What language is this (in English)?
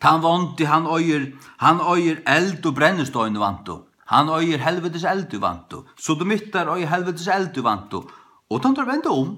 Faroese